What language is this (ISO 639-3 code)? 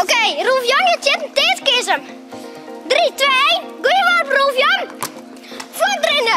fry